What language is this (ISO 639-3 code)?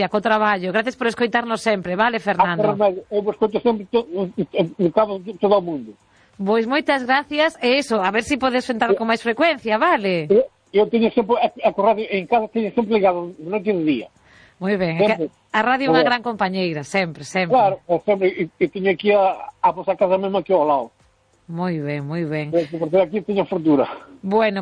glg